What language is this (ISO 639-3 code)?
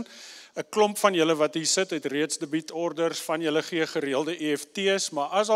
afr